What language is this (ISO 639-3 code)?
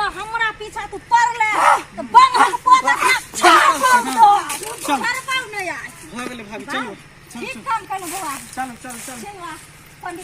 mai